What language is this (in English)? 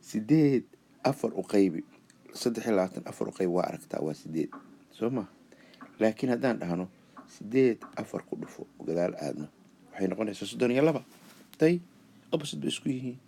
Somali